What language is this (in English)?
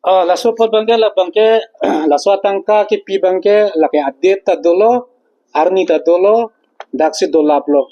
Karbi